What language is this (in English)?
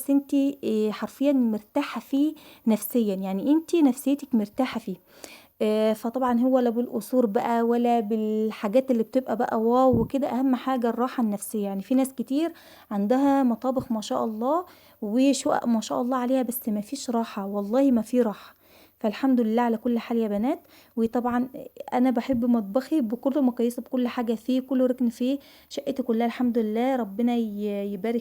Egyptian Arabic